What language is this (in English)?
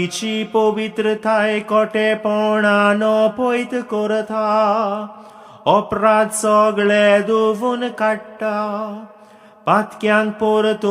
Konkani